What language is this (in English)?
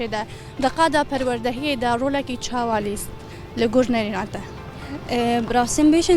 Kurdish